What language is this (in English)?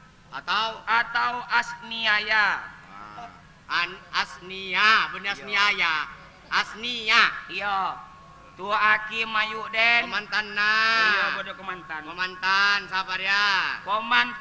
Madurese